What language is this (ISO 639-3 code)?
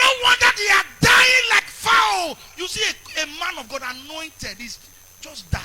pcm